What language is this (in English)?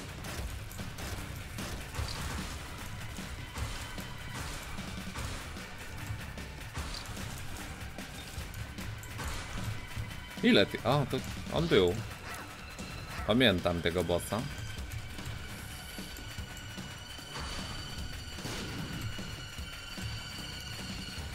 Polish